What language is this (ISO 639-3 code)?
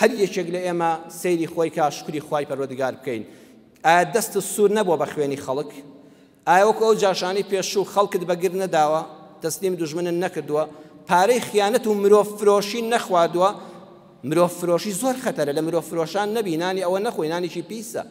ckb